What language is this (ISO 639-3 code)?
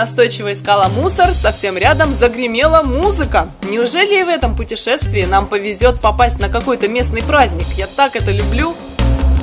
rus